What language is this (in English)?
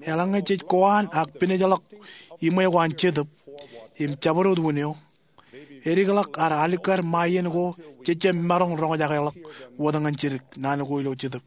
Marshallese